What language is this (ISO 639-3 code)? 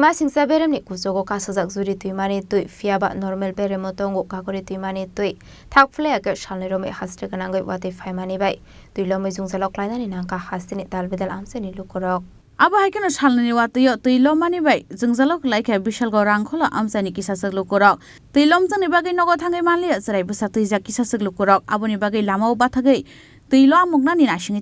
trp